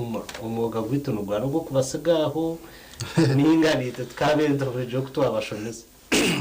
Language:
Nyankole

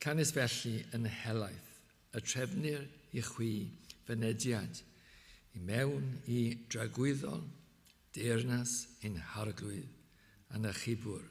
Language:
Welsh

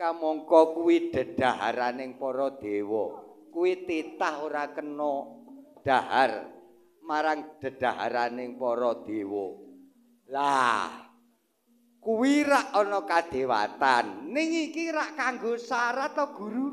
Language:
Javanese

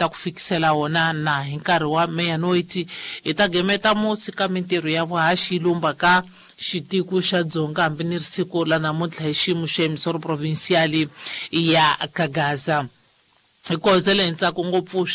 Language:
Tsonga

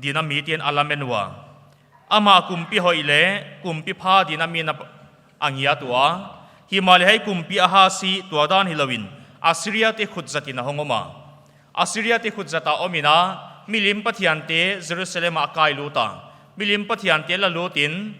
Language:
Paite Chin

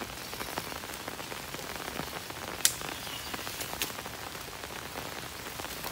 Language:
Thai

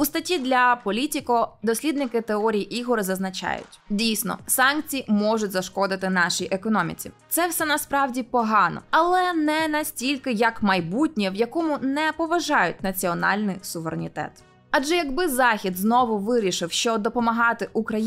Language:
Ukrainian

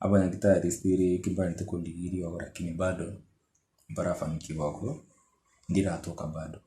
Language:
Gusii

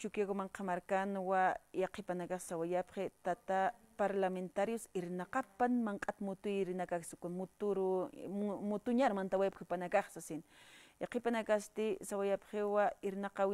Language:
Aymara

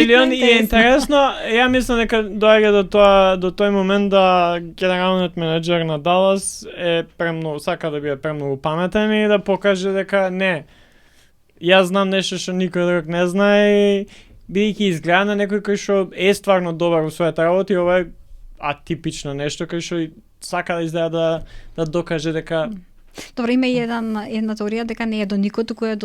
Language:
Macedonian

